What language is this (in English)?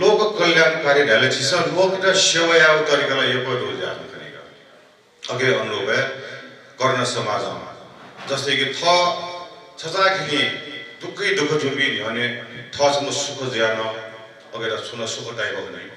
Newari